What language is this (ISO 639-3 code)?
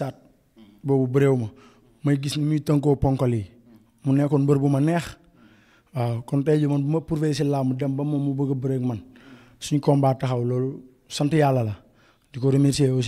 wol